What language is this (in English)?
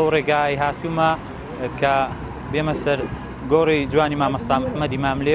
Central Kurdish